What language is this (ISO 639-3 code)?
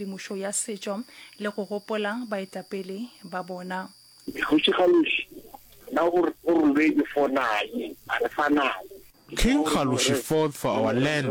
nso